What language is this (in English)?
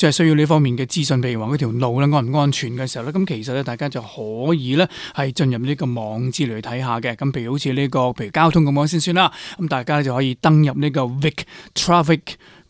Cantonese